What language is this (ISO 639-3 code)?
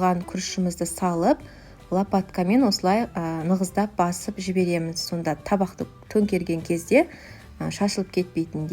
kaz